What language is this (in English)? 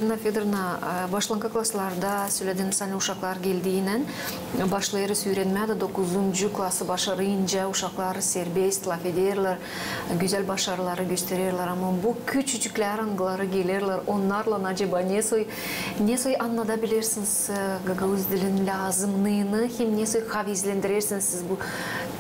Gagauz